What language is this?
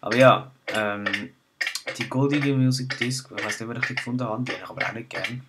Swiss German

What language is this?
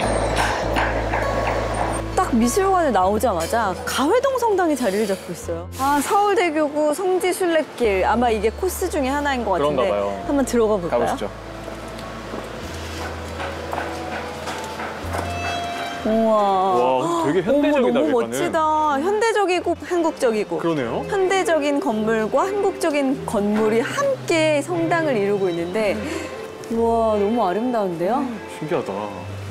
Korean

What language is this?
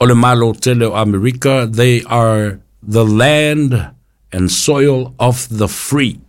Samoan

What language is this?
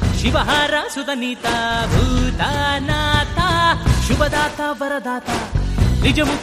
Kannada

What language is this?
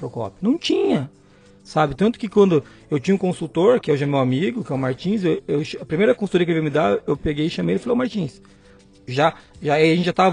Portuguese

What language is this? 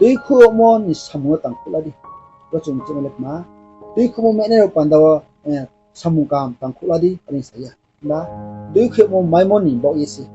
Riang (India)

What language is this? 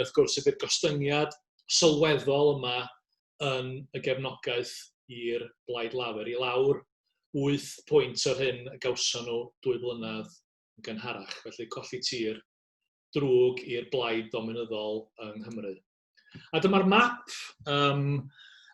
Welsh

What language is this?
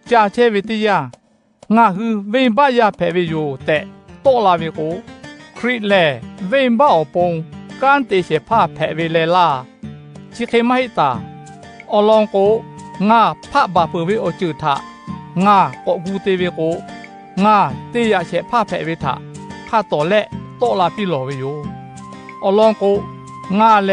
Lahu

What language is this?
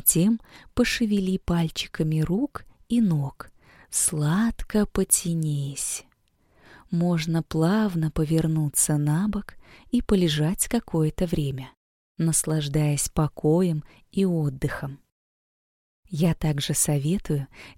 Russian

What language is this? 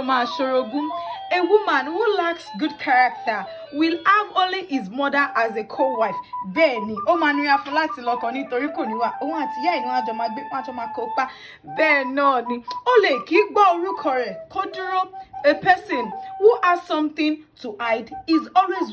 Yoruba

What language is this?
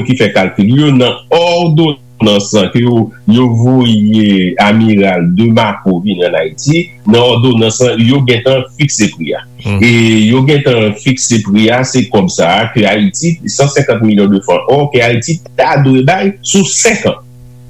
Haitian Creole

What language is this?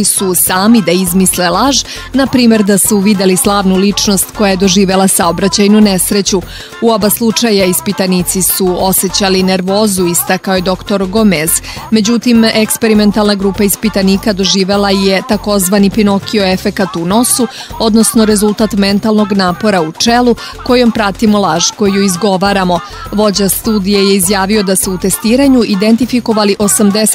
Serbian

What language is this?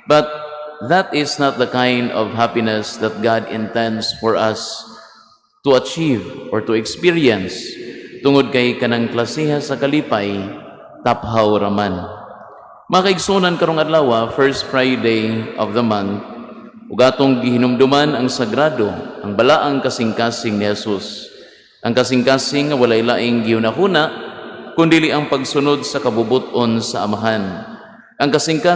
Cebuano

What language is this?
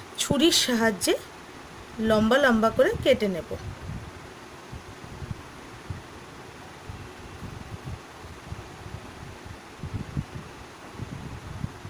Bangla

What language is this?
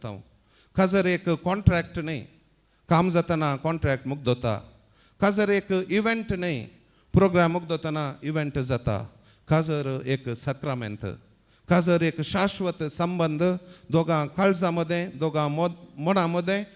Konkani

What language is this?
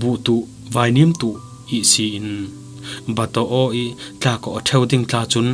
Falam Chin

